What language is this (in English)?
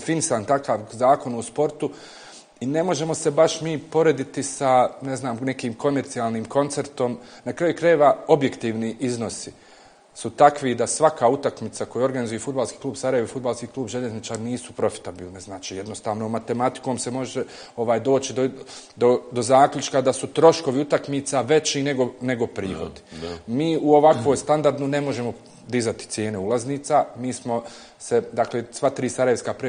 Bosnian